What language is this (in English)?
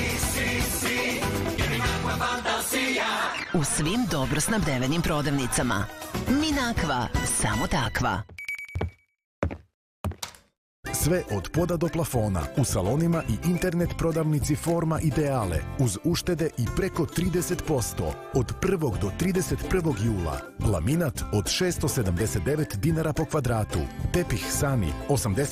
Serbian